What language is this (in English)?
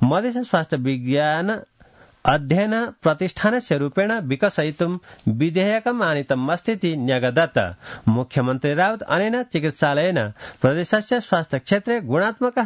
Sanskrit